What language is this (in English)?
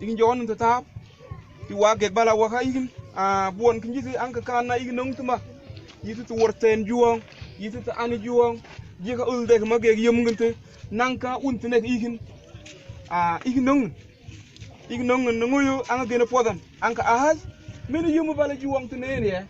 Mabaan